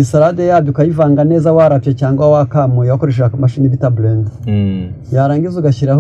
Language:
Kinyarwanda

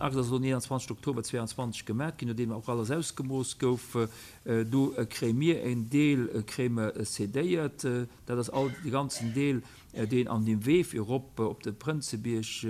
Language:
Luxembourgish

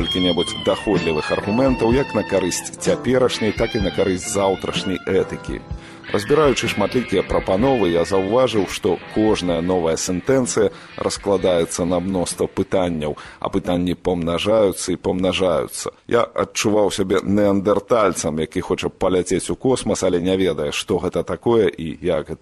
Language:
Belarusian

